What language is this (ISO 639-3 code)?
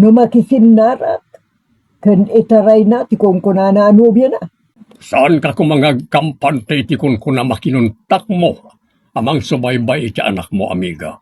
ilo